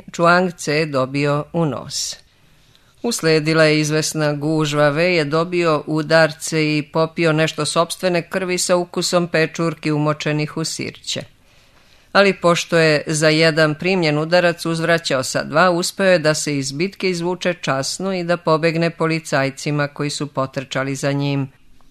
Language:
Serbian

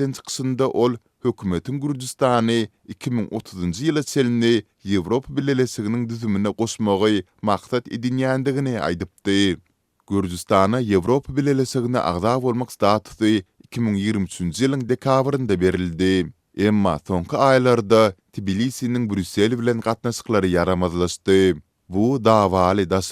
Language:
Turkmen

